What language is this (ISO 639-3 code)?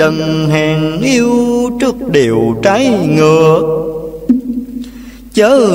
vie